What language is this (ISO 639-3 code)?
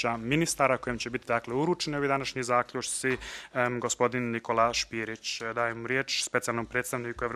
bos